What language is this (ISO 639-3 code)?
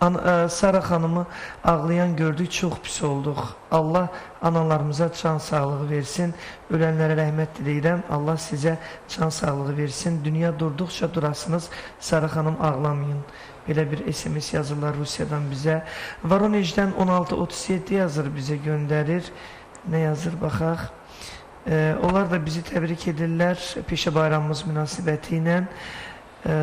aze